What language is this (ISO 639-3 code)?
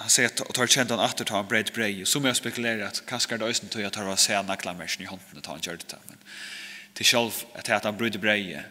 fao